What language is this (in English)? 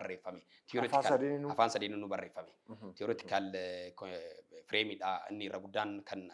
Oromo